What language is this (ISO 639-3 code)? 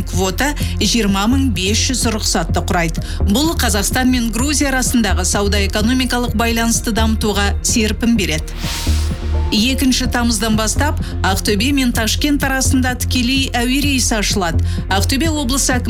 kaz